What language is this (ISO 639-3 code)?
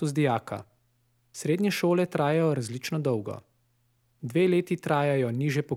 slv